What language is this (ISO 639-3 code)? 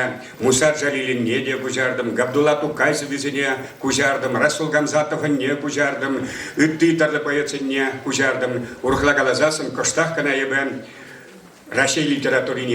chv